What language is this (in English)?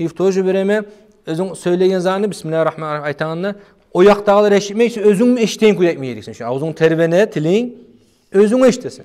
Kumyk